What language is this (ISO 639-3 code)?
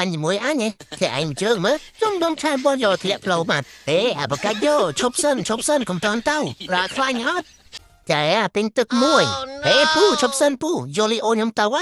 khm